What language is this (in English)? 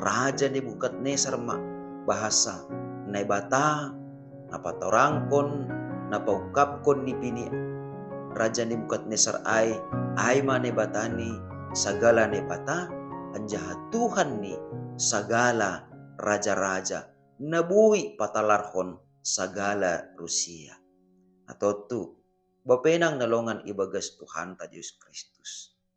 Batak Simalungun